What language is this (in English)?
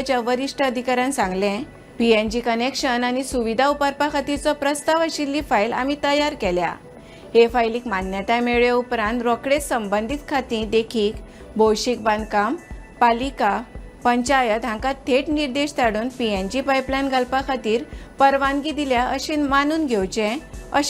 Konkani